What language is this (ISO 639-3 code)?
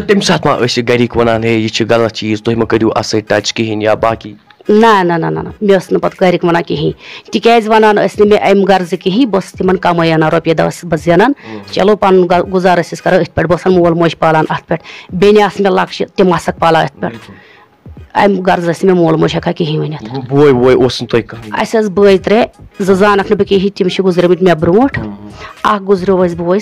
kas